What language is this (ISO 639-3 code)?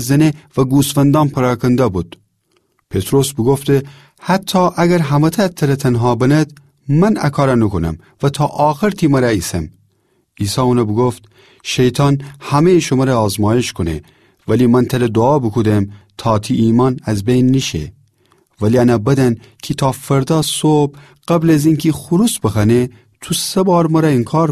glk